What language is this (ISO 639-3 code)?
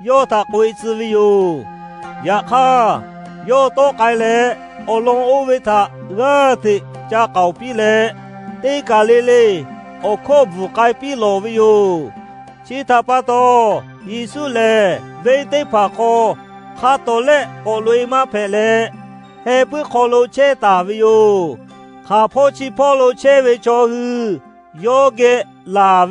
lhu